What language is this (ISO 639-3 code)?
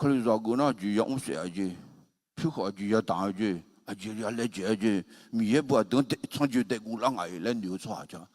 ahk